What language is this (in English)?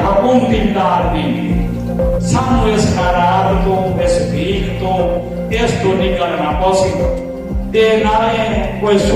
Saraiki